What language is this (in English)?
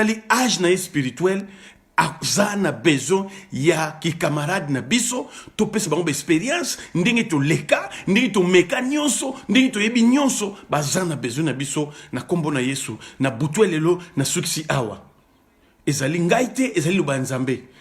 Lingala